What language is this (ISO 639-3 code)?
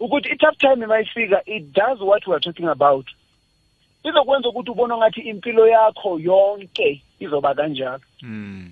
nbl